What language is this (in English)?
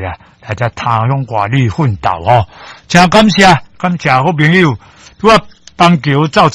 Min Nan Chinese